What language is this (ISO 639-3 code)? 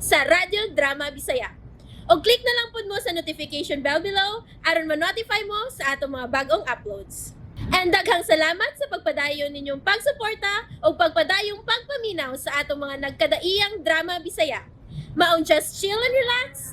ceb